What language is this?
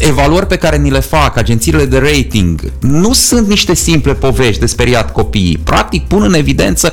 Romanian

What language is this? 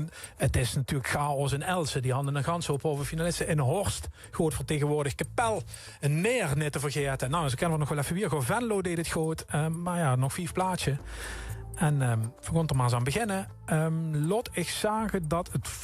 Limburgish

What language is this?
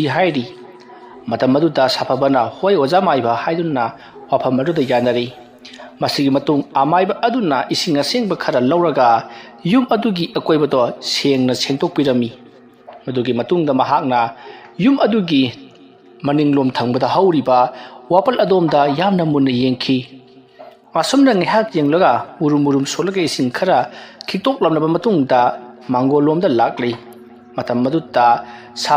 Manipuri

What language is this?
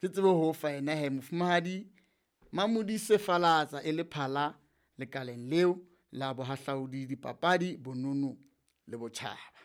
Southern Sotho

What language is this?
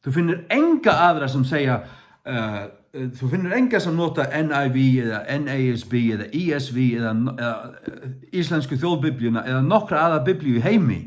Faroese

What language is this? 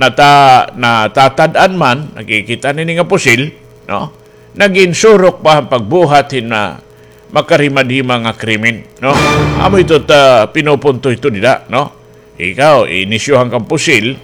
Waray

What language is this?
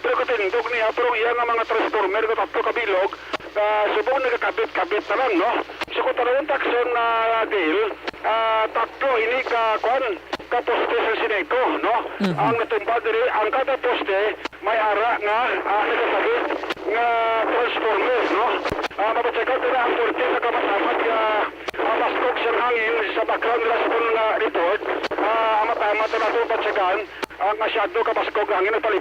Hiligaynon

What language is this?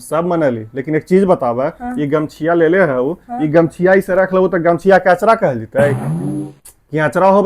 Magahi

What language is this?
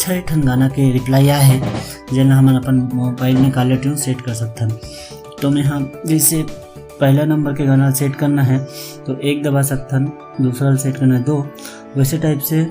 Chhattisgarhi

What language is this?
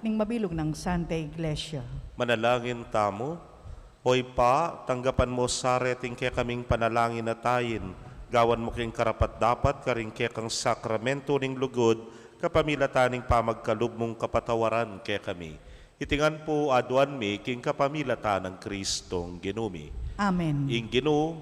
Pampanga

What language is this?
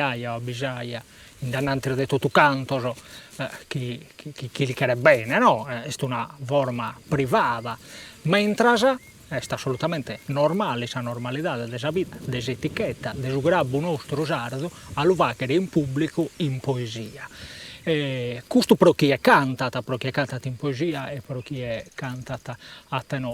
Sardinian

